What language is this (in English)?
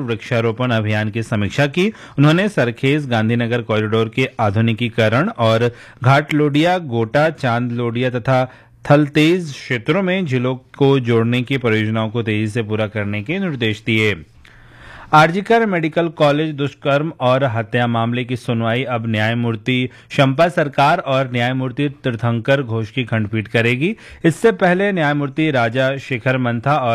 Hindi